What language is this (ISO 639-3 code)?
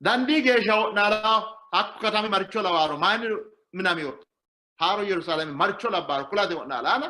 sid